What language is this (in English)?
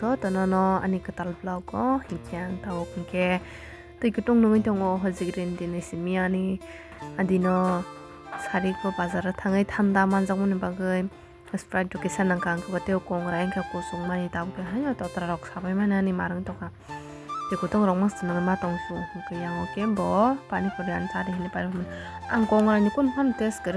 Kok Borok